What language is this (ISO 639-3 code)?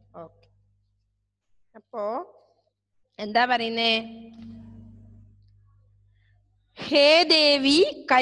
mal